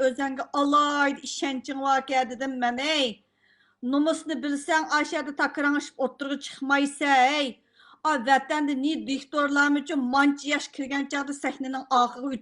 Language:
Uyghur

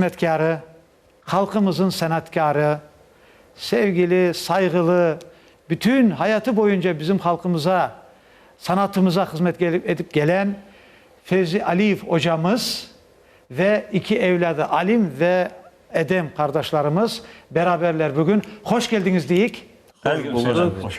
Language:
Crimean Tatar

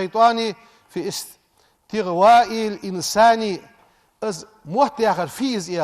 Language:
Ingush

